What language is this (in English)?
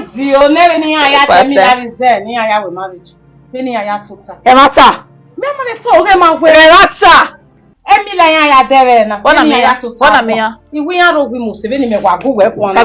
Bini